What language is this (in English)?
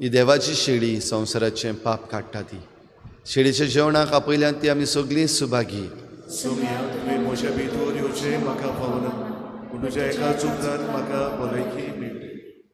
Konkani